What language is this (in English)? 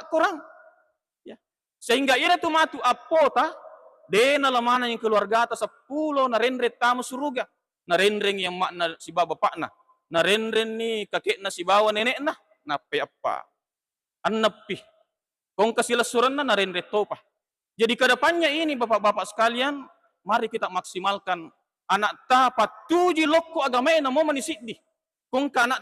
Buginese